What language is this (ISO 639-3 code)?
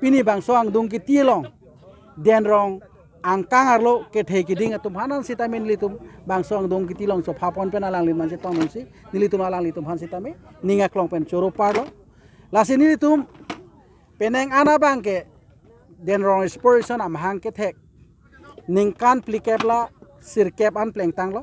mjw